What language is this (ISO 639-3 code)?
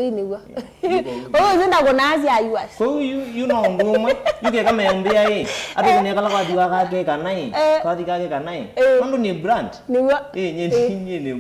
kam